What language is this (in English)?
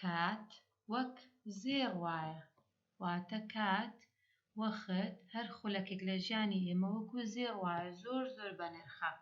Central Kurdish